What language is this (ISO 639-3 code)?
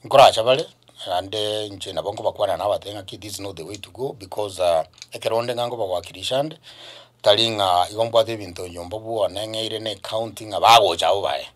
guz